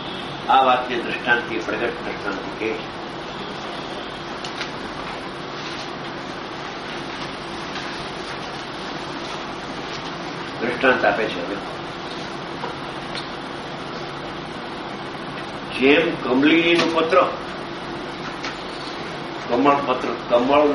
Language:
Gujarati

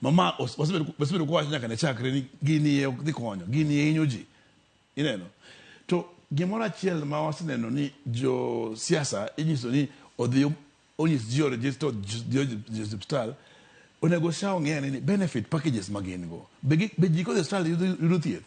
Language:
Luo (Kenya and Tanzania)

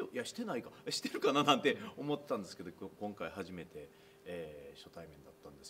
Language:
Japanese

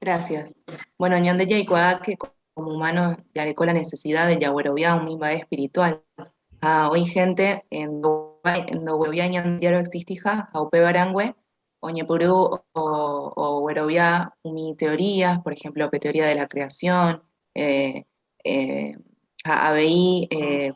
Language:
Guarani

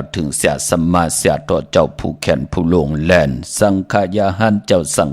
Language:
Shan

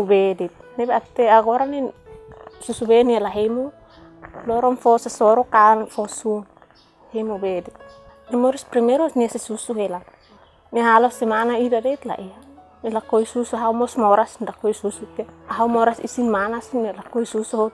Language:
Tetum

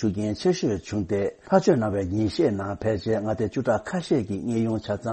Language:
Tibetan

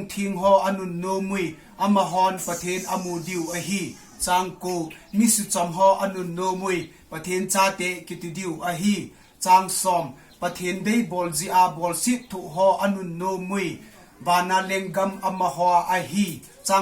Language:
Thado Chin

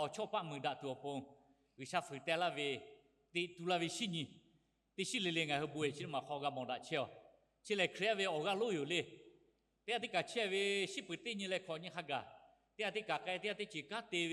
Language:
Lahu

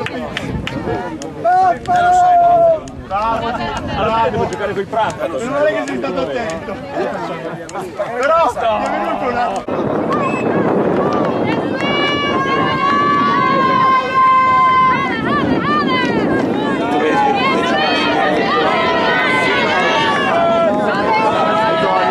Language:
Italian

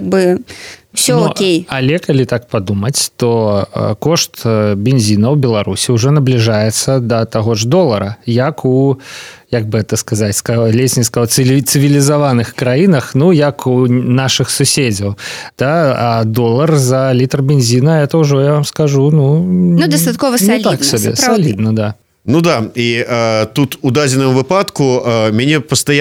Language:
Belarusian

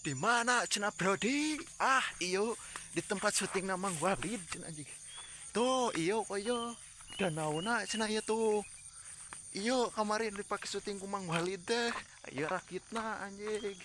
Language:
Sundanese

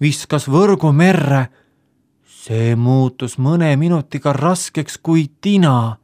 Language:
Estonian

